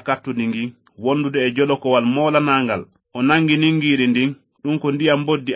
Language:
Fula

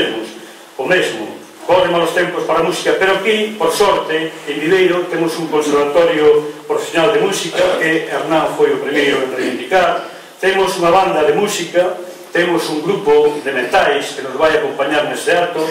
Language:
Galician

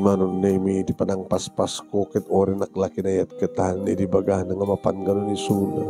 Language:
Iloko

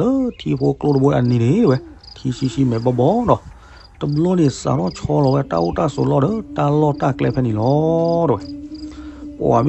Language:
S'gaw Karen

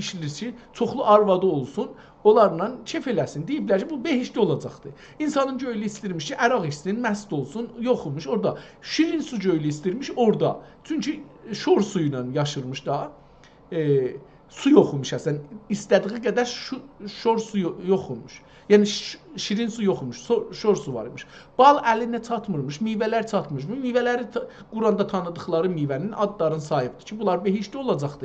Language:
South Azerbaijani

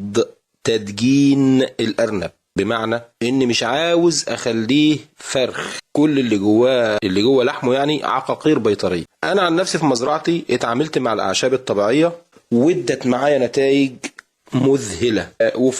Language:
Egyptian Arabic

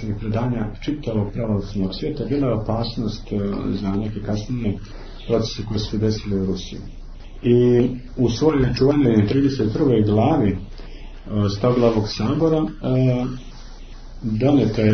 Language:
Serbian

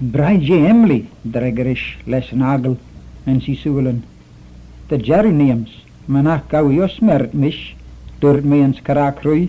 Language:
Manx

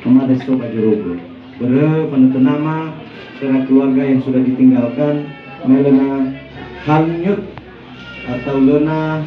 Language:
Nias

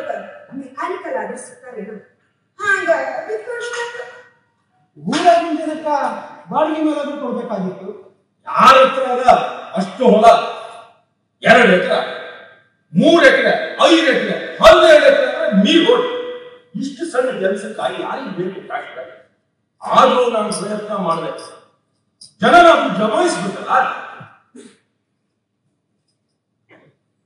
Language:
Kannada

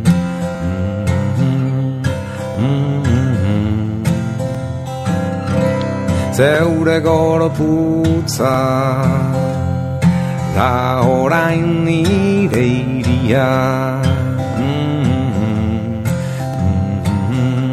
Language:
Basque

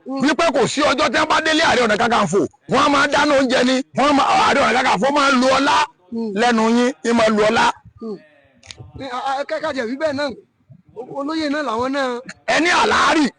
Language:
Yoruba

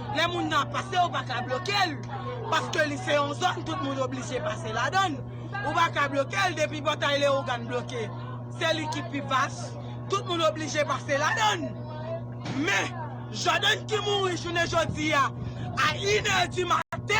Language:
Haitian Creole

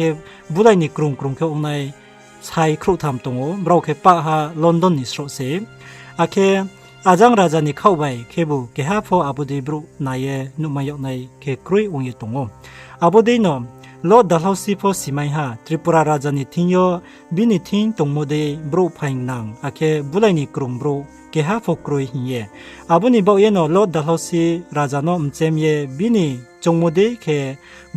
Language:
Riang (India)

